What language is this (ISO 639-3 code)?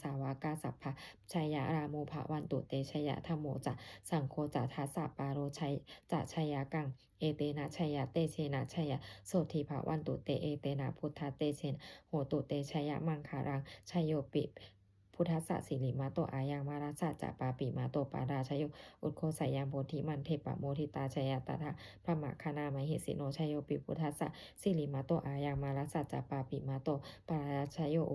pli